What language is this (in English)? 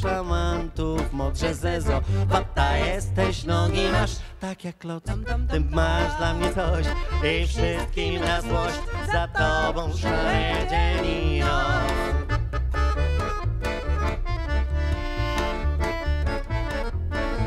Polish